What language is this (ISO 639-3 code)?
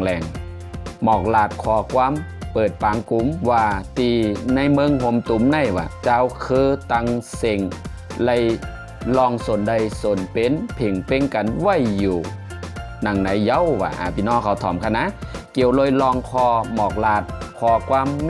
shn